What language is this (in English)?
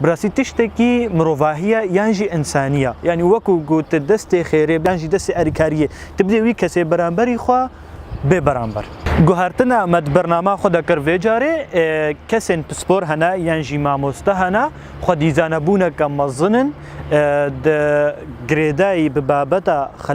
Kurdish